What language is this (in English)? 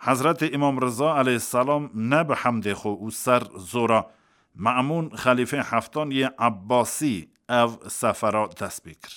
Kurdish